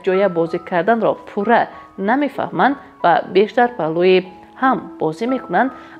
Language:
Tajik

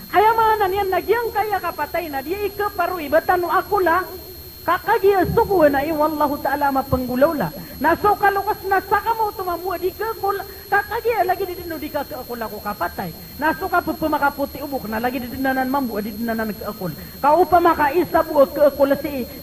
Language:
Maranao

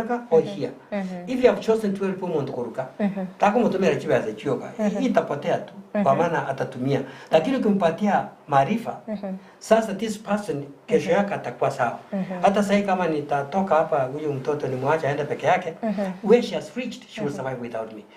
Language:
Gusii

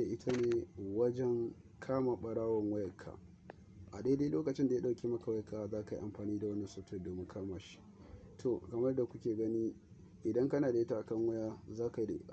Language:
Hausa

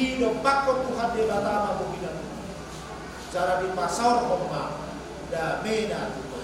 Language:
Batak Toba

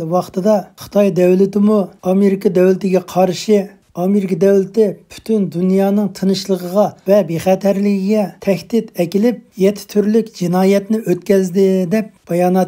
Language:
Uyghur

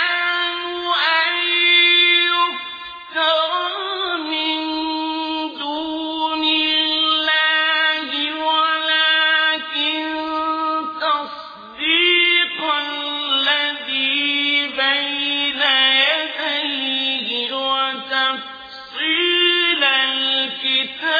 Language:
Arabic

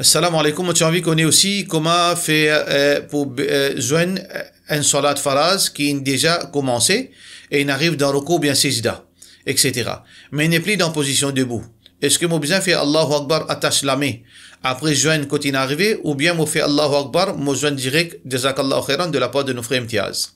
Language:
Morisyen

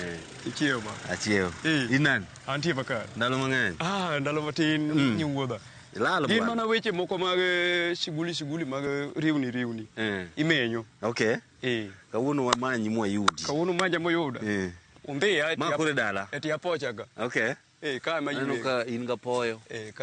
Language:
Luo (Kenya and Tanzania)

